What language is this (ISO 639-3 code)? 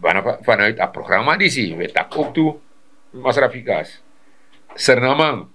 srn